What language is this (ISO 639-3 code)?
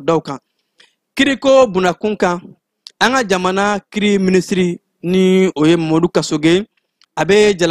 bam